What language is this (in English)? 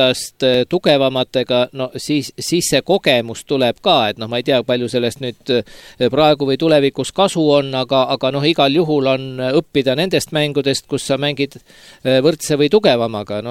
Estonian